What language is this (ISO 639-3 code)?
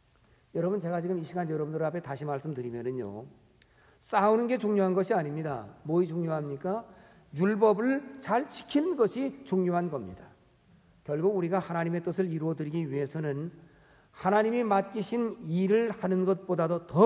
kor